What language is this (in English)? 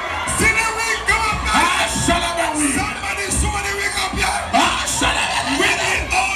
Jamaican Creole English